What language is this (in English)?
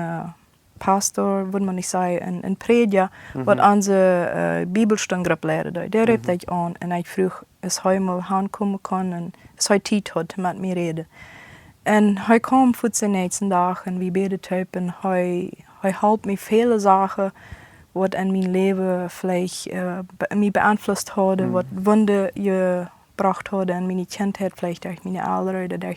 Plautdietsch